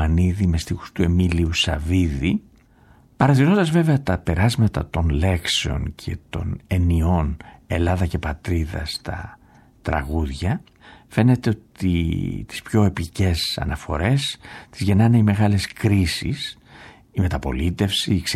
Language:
Greek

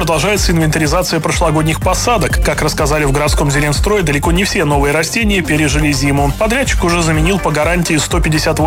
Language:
Russian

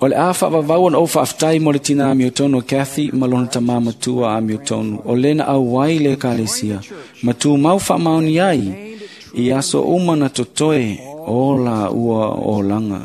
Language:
Samoan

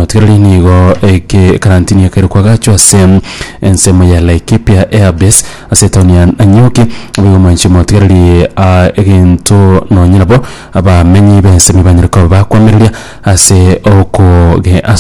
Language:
Gusii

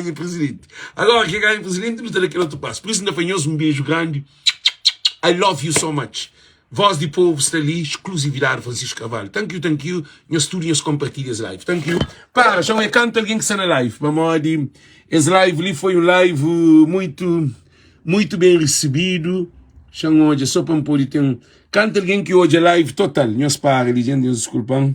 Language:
Kabuverdianu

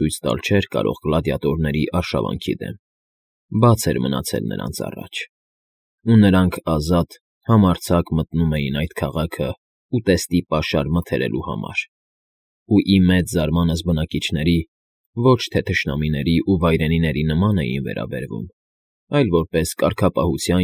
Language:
Armenian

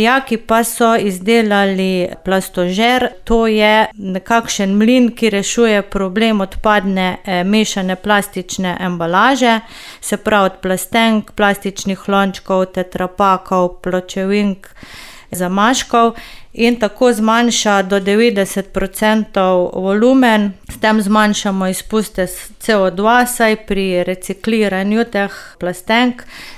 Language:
Slovenian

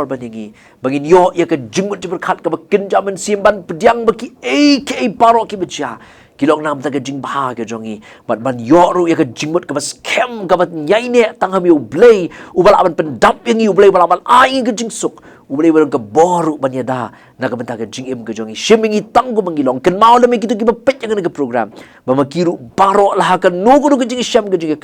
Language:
Khasi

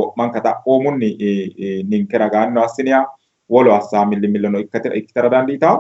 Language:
Sidamo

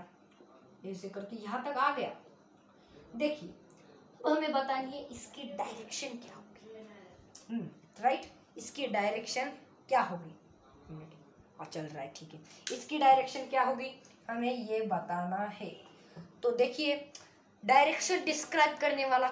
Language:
Hindi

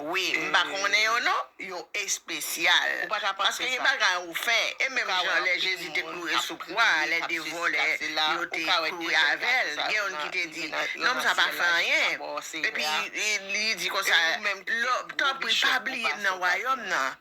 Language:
Haitian Creole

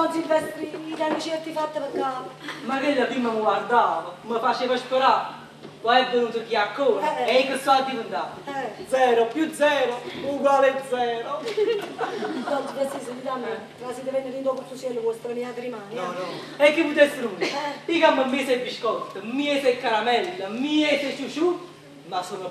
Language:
Neapolitan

